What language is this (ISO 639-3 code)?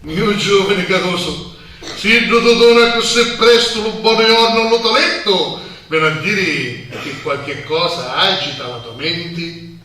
scn